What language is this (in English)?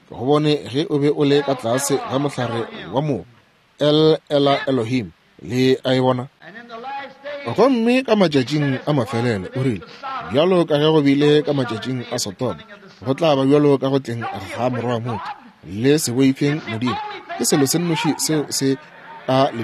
Northern Sotho